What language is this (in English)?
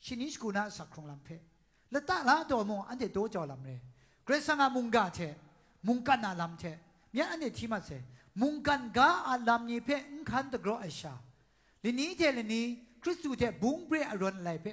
Kachin